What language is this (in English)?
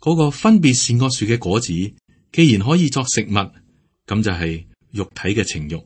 Cantonese